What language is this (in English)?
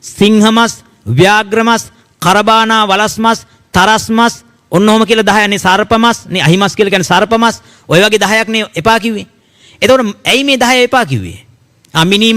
Sinhala